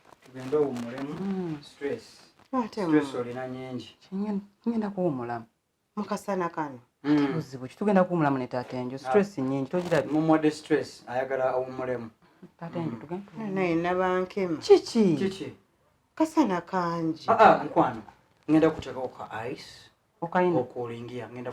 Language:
Ganda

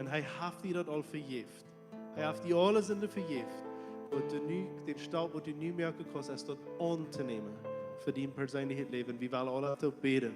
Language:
Plautdietsch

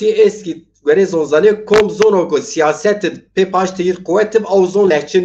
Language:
Zaza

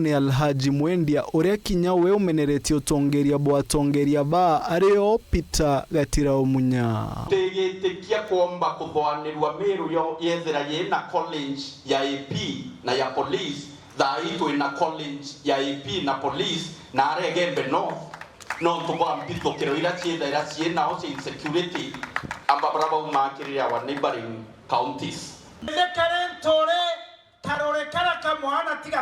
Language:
Meru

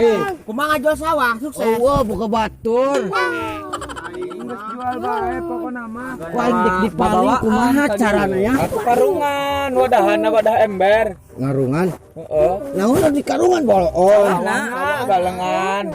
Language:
Sundanese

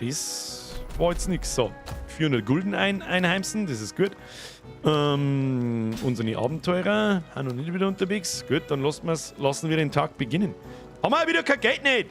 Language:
Bavarian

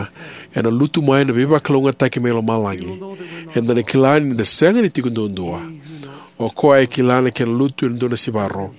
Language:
Fijian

